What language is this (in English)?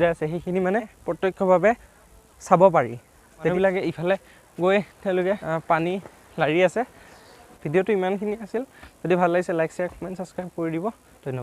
Assamese